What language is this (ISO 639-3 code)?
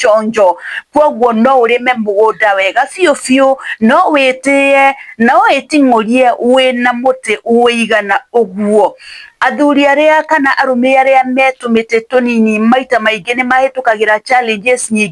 kik